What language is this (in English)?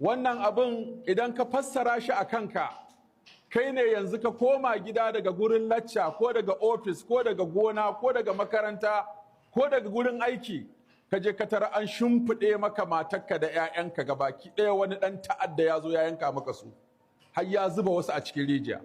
Hausa